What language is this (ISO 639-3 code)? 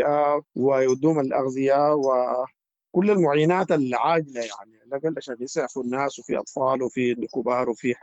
apd